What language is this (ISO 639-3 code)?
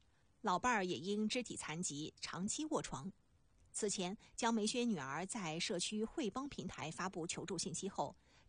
zho